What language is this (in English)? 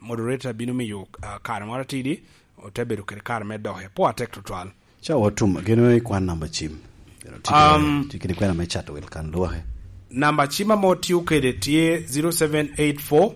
Lango (Uganda)